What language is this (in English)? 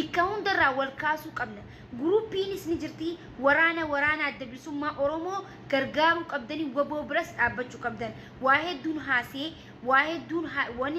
Oromo